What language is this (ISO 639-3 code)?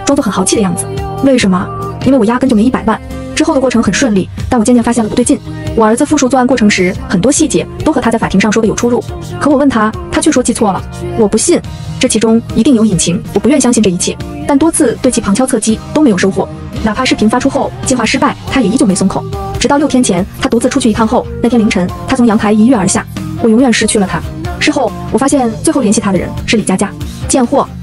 zho